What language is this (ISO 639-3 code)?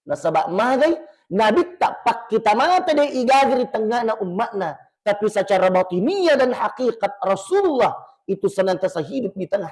bug